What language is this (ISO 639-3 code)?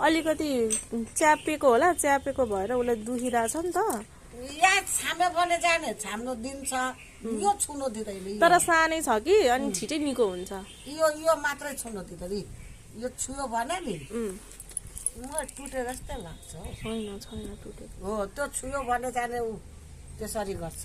nep